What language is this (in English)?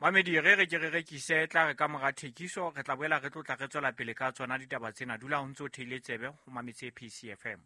Southern Sotho